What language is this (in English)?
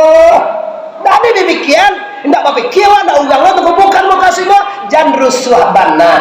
Minangkabau